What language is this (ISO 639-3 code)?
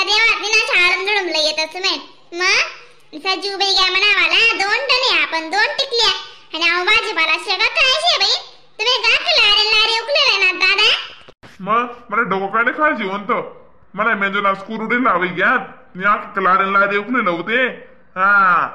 khn